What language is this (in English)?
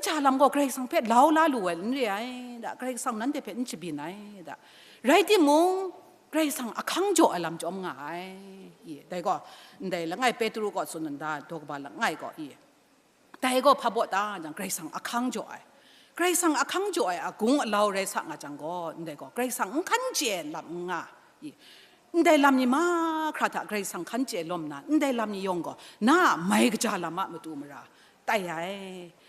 Kachin